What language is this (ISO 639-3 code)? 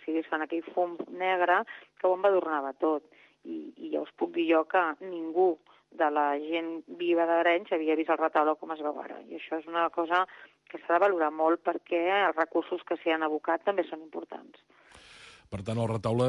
cat